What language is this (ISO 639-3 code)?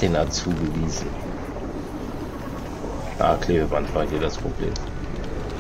deu